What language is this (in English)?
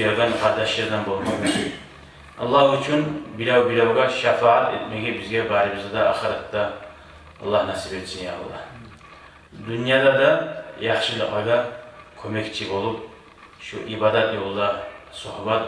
Kumyk